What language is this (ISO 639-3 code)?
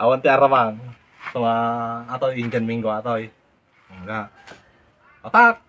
ilo